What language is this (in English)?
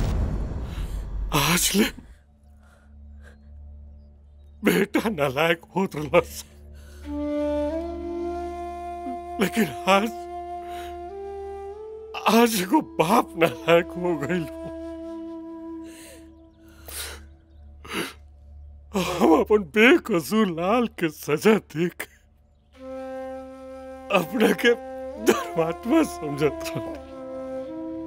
Bhojpuri